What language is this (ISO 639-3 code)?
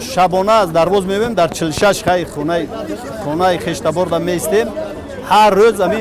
tgk